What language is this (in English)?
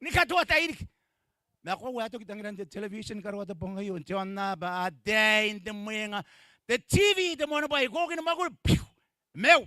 Gilbertese